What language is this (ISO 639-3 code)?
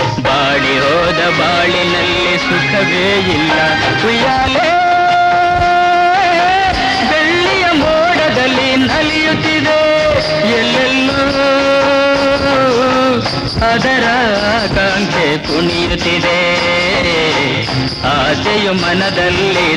kan